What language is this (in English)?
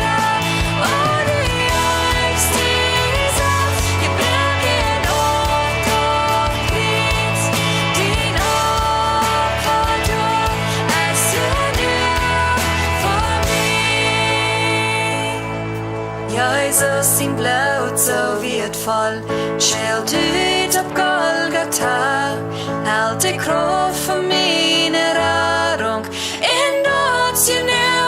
Plautdietsch